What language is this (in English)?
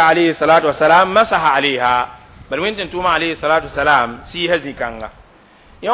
Mossi